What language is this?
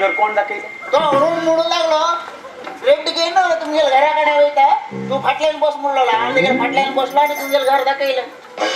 Konkani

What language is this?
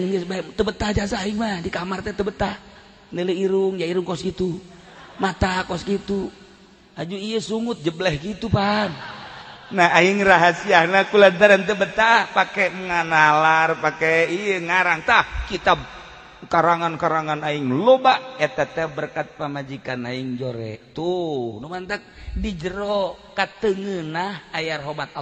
Sundanese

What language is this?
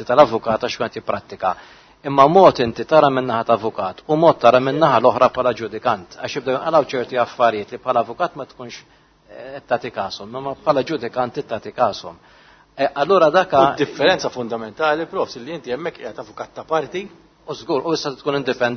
Maltese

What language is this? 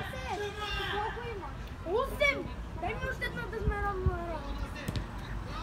Bulgarian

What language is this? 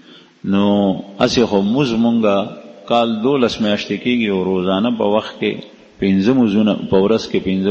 Pashto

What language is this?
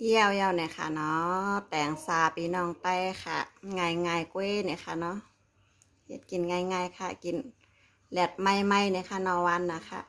Shan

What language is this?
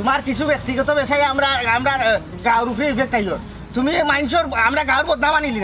Sylheti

